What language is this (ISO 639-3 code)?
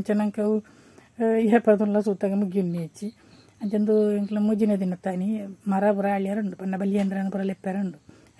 tcy